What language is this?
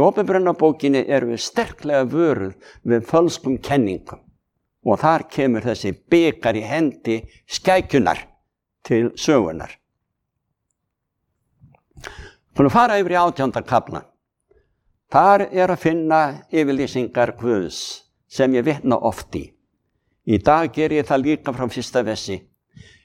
Icelandic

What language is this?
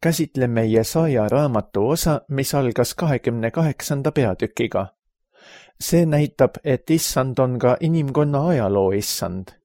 Estonian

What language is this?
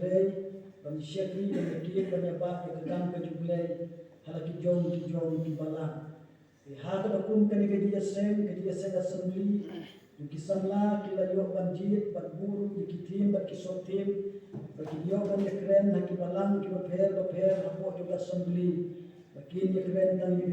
Khasi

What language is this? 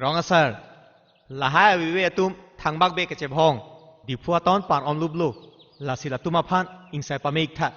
Karbi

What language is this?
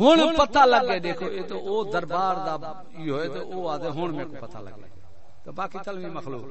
Saraiki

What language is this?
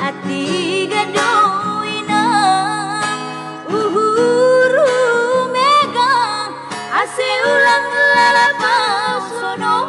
Batak Toba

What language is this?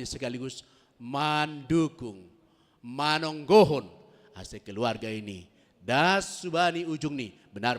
Batak Simalungun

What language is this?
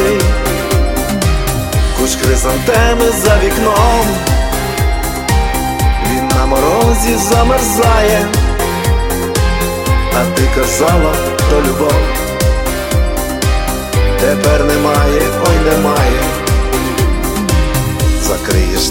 Ukrainian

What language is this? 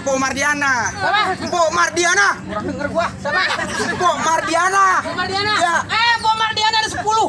Betawi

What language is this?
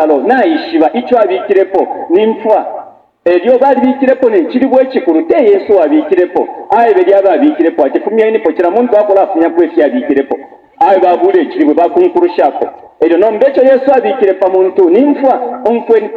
Bemba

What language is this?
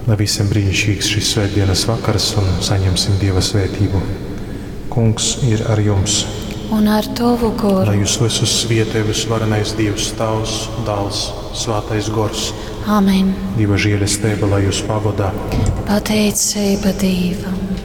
Latgalian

